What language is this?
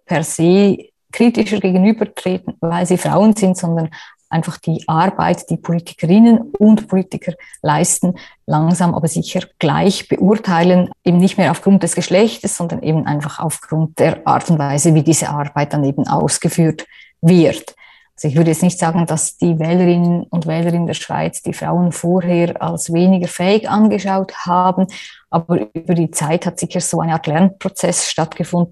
German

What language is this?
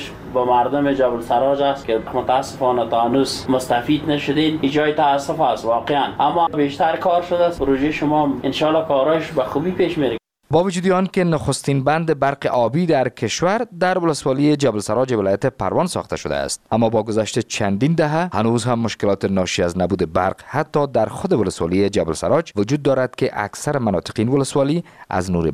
Persian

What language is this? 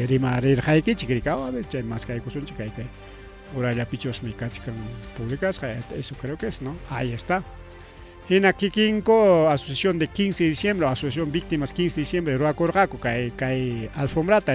Ayacucho Quechua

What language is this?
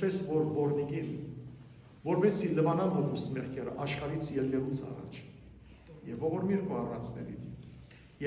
Western Armenian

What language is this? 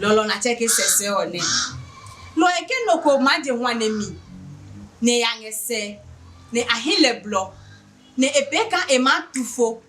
Adangme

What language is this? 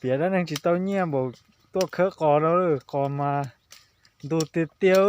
Hmong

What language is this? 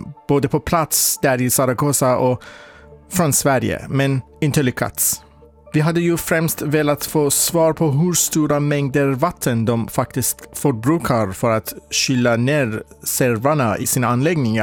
Swedish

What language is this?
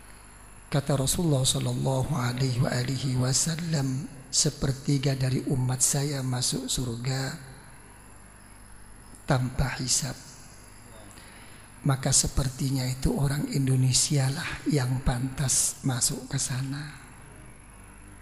Indonesian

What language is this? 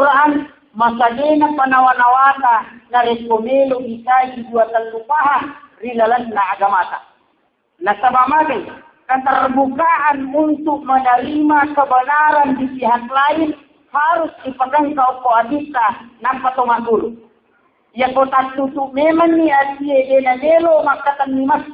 Buginese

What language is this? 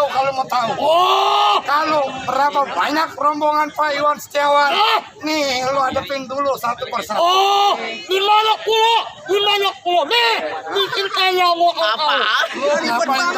Betawi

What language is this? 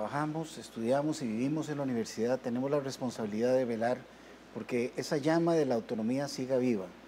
Spanish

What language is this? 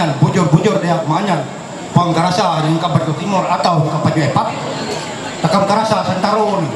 Ma'anyan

